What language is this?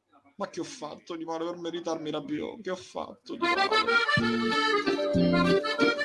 Italian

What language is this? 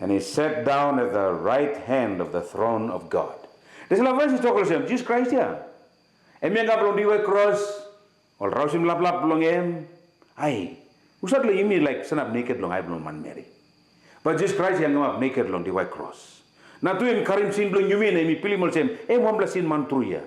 Tok Pisin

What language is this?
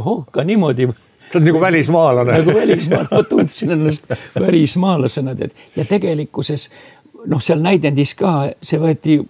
Estonian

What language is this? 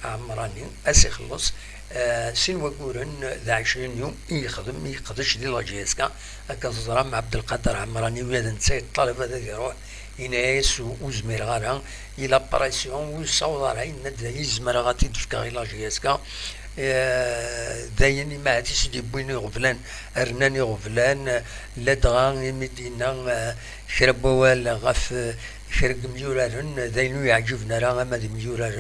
Kabyle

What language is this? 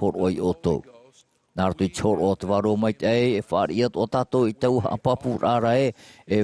Tahitian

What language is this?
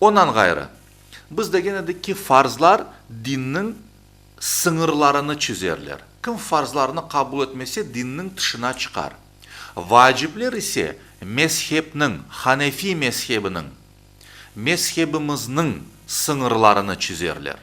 Crimean Tatar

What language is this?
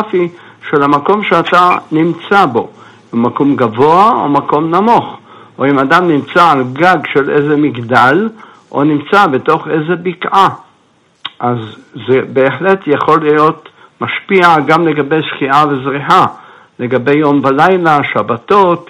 Hebrew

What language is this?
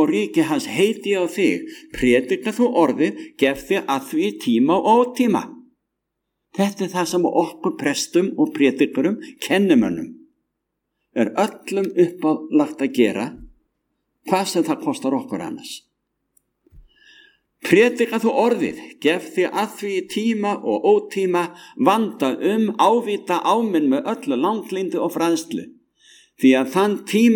Icelandic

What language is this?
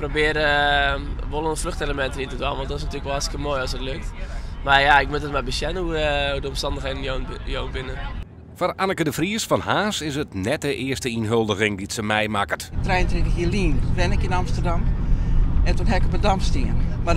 Western Frisian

